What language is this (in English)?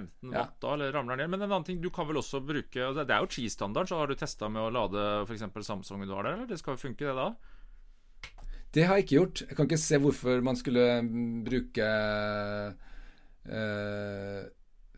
Norwegian